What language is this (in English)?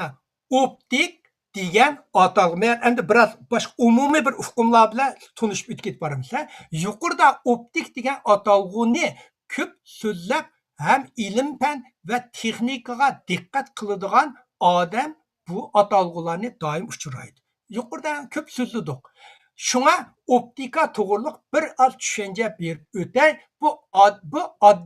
Uyghur